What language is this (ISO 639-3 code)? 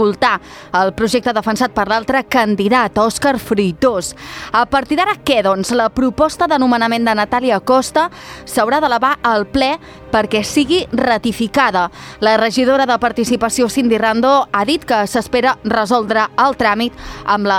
cat